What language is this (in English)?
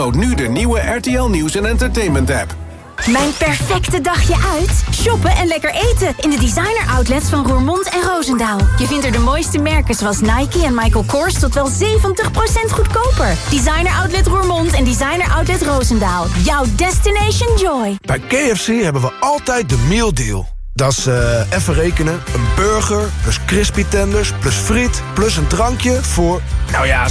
Dutch